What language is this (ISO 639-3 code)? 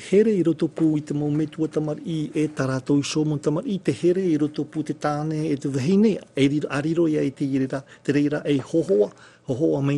tah